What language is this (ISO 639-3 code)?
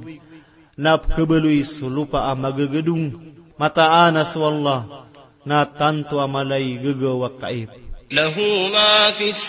mrw